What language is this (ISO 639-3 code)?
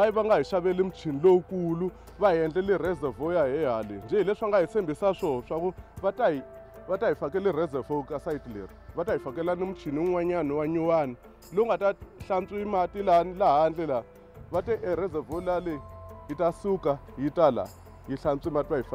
tso